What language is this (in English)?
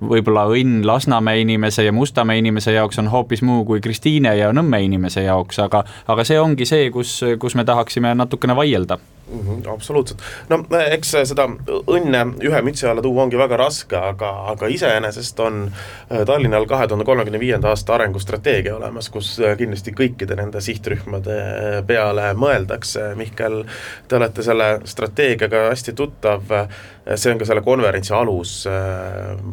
Estonian